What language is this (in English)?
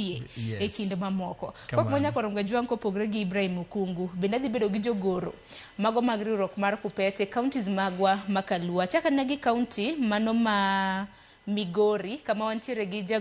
Luo (Kenya and Tanzania)